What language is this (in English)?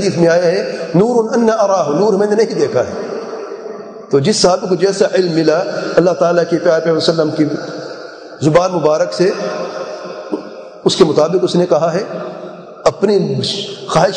Urdu